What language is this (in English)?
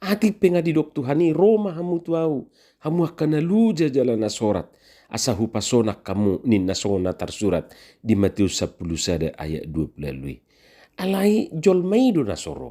Batak Toba